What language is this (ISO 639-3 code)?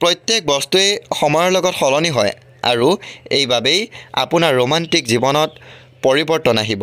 asm